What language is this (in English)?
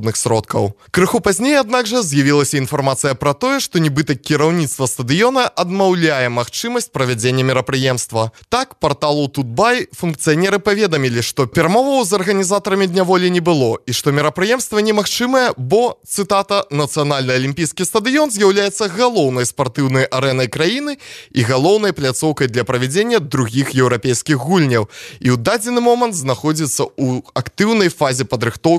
Belarusian